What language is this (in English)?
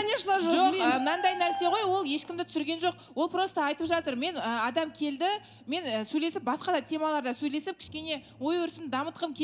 Kazakh